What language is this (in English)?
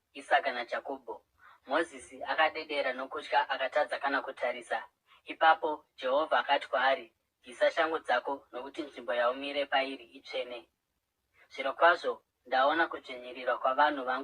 Shona